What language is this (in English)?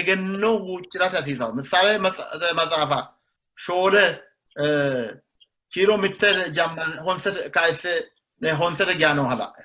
Sidamo